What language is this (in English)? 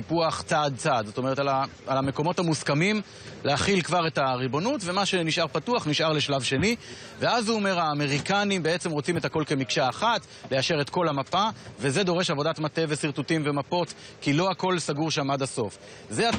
Hebrew